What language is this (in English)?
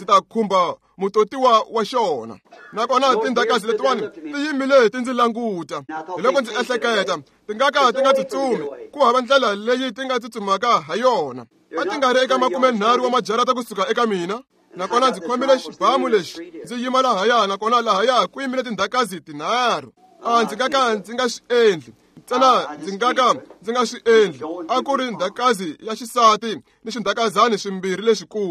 Tsonga